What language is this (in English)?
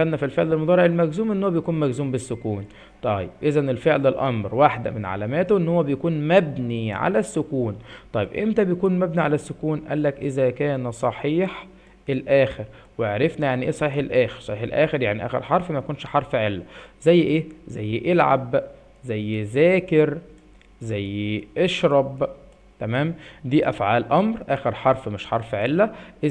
Egyptian Arabic